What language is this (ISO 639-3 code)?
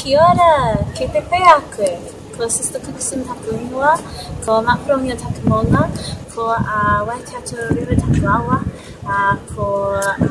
mri